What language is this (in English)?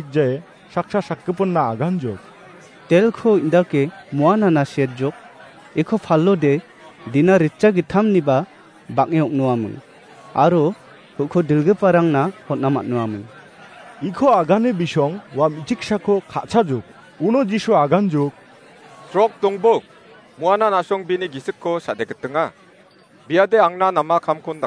Garo